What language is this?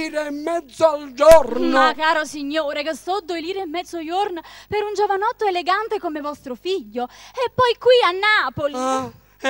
Neapolitan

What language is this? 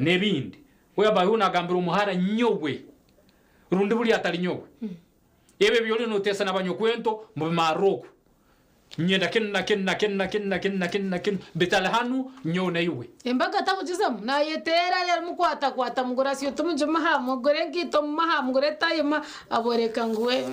Nyankole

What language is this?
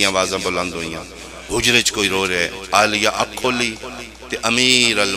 Pahari-Potwari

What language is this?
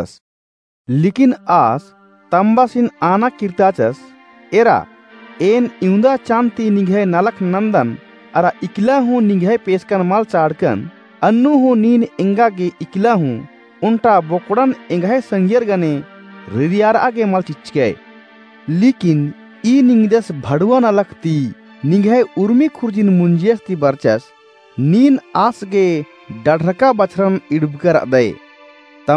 Kurukh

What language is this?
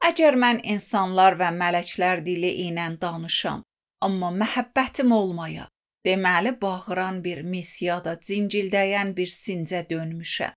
Azerbaijani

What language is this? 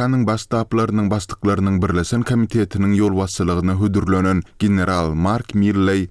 Turkmen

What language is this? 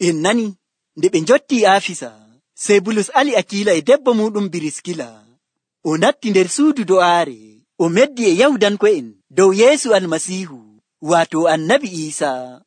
Nigerian Fulfulde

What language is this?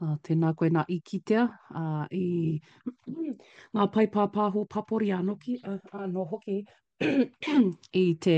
Māori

